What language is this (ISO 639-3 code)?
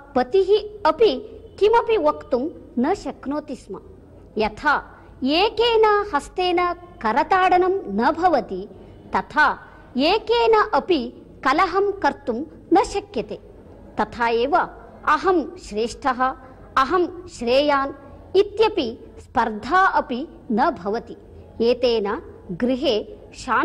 san